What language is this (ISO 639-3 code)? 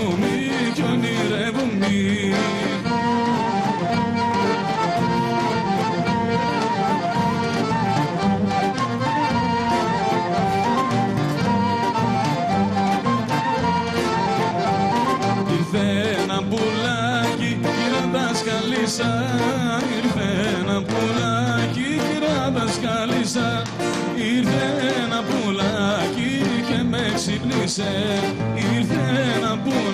ell